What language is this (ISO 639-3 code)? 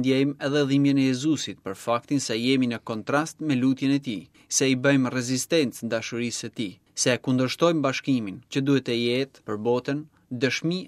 sqi